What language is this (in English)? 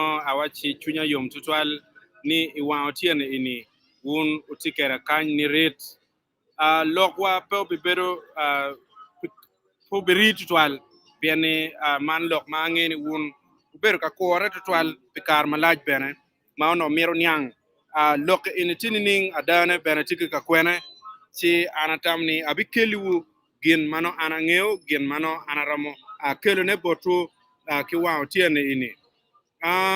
Acoli